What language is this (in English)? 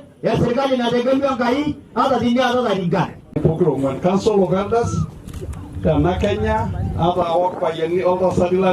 Masai